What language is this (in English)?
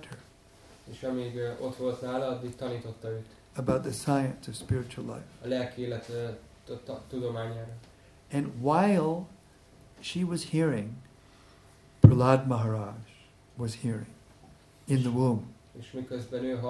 Hungarian